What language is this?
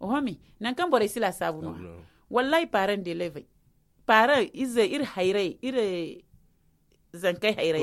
Zarma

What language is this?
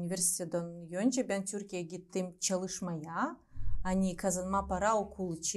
Gagauz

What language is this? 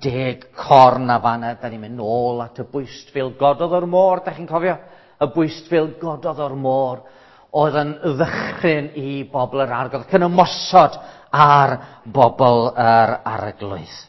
Welsh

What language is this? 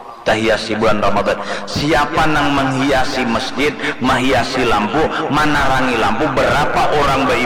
Banjar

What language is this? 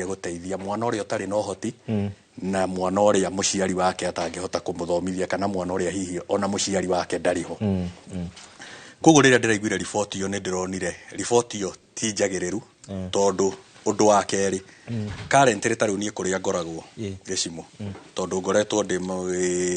Kikuyu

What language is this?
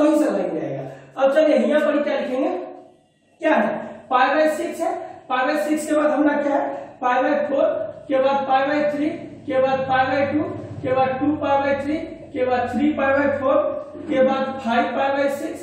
Hindi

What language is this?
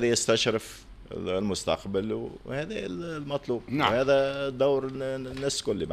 Tunisian Arabic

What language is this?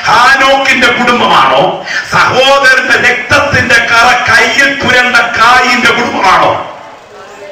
Malayalam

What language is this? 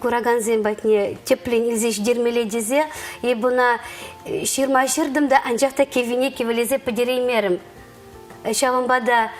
Chuvash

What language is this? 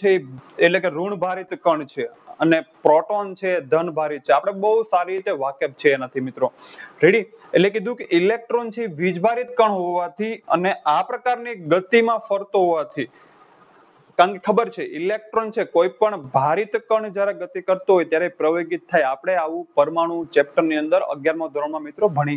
Gujarati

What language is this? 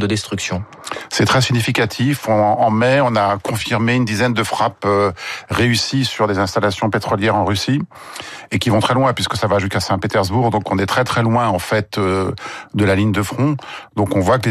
French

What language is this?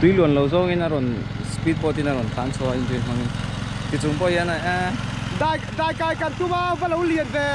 Mizo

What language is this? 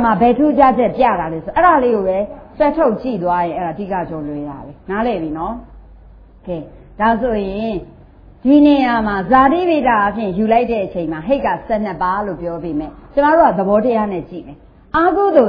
Burmese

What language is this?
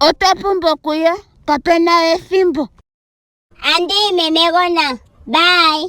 Ndonga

